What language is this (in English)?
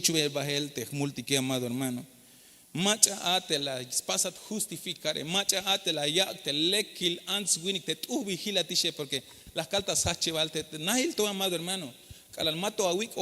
Tzeltal